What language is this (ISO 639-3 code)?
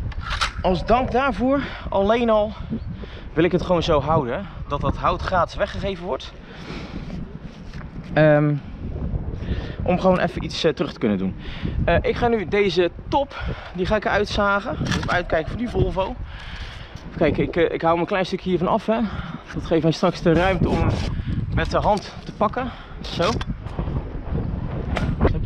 nld